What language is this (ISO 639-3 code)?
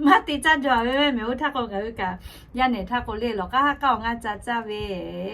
lhu